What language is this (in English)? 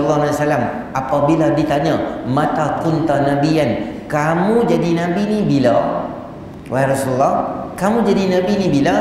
Malay